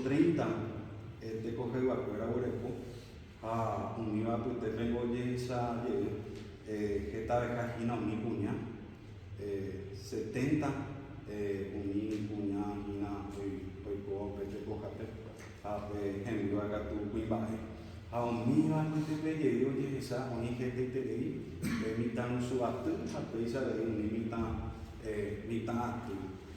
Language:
Guarani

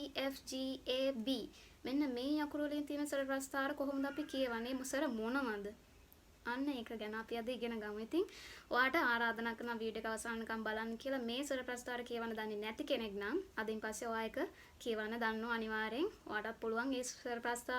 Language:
Sinhala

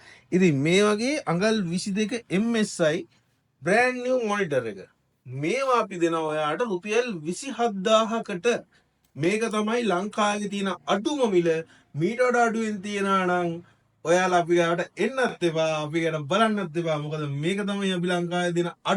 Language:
Sinhala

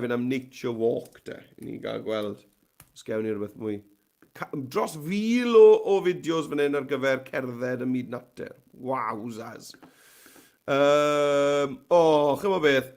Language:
Welsh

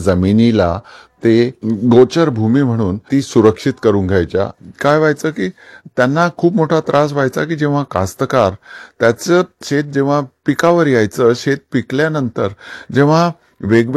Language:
Marathi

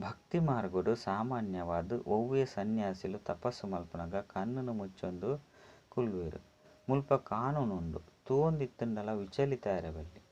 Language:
Tulu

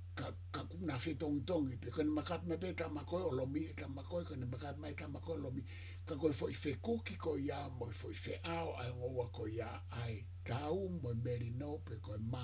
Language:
Tongan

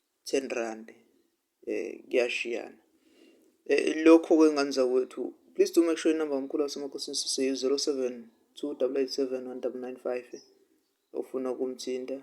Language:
Zulu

